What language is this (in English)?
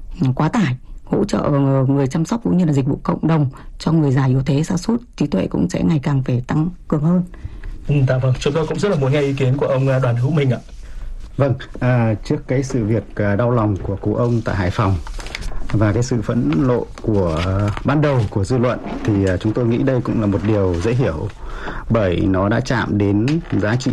Vietnamese